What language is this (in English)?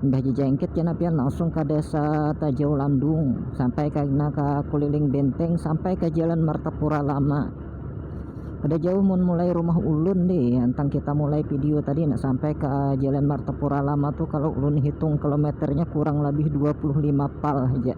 Banjar